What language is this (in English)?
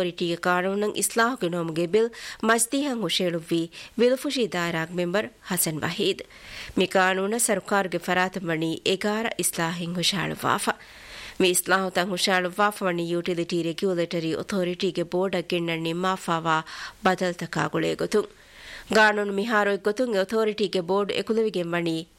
Divehi